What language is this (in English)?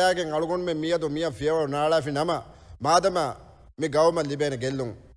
Divehi